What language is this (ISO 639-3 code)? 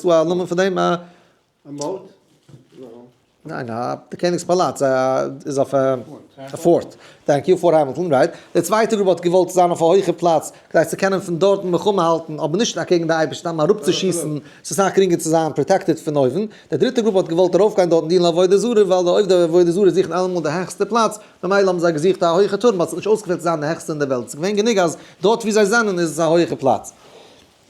yid